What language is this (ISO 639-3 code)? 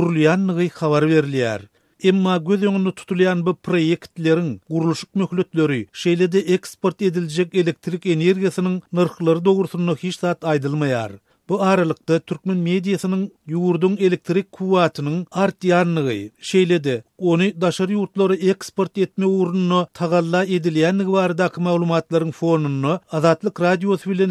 tuk